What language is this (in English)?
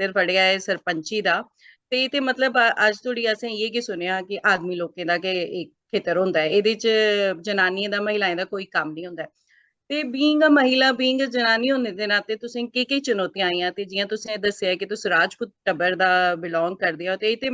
Dogri